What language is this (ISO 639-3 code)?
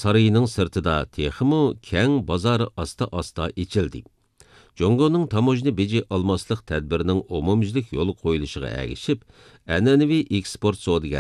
uig